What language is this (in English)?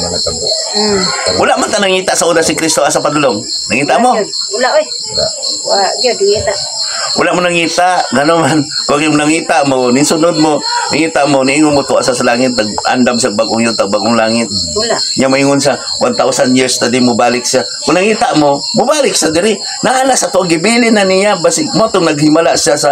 Cebuano